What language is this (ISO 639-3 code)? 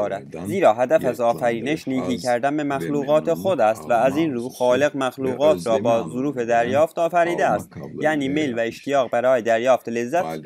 fas